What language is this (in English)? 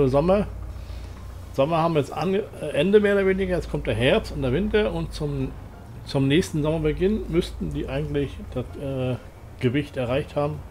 German